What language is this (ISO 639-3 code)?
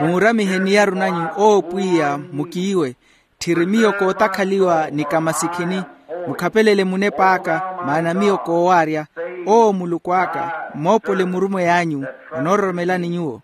vmw